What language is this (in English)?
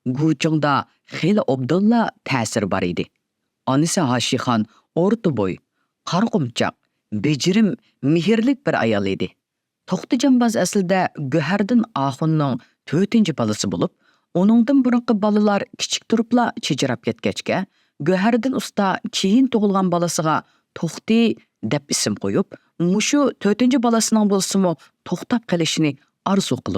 Uyghur